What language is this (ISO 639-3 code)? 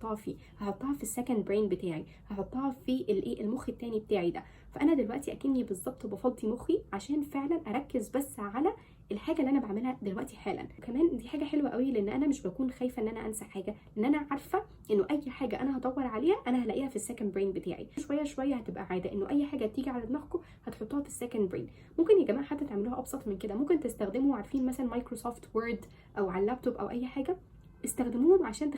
arz